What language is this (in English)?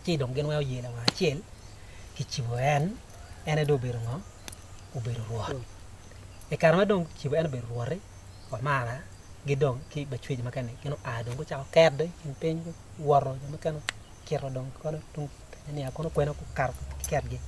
Acoli